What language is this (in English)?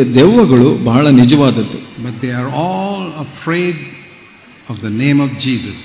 Kannada